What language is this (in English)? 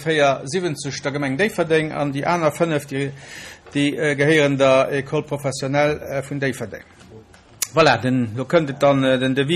Luxembourgish